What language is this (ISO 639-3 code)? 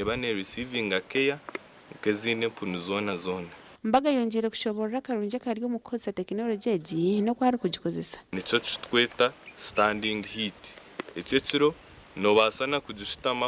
nyn